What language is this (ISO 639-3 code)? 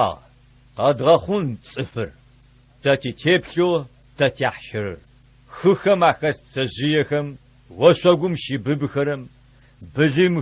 ady